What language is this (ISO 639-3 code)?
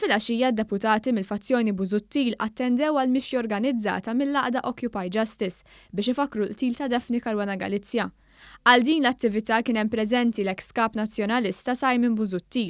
mlt